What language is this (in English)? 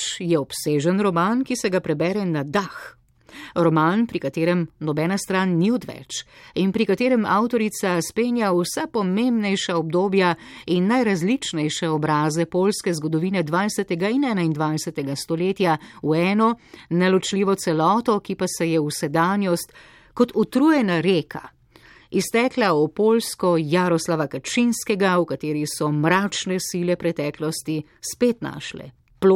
Slovenian